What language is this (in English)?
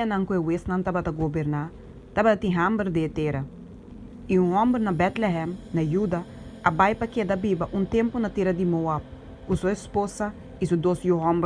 Papiamento